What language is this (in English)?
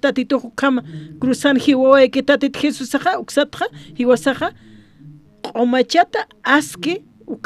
Aymara